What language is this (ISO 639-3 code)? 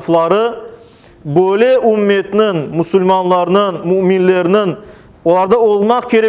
crh